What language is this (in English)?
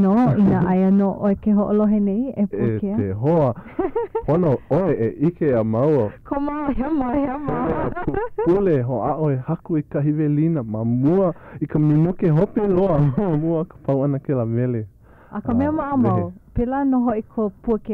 Hawaiian